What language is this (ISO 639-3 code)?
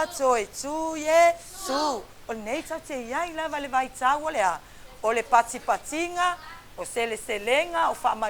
smo